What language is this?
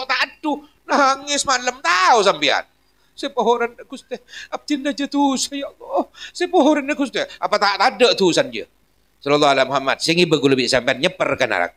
Madurese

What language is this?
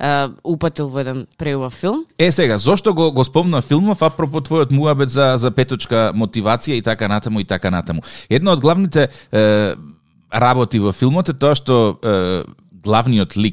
Macedonian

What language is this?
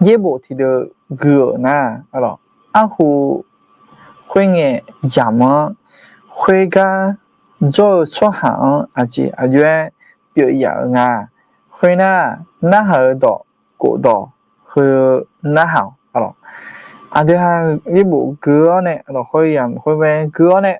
Akha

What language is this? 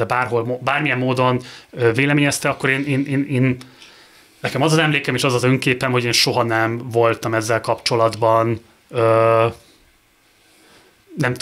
Hungarian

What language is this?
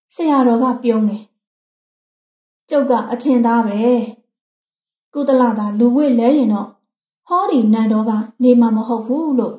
Burmese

